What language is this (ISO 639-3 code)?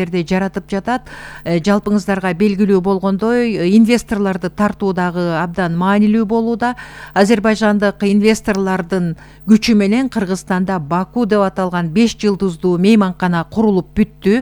kir